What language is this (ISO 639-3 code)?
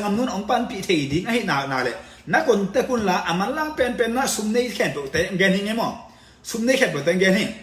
ctd